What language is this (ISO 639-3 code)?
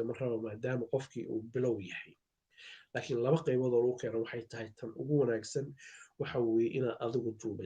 som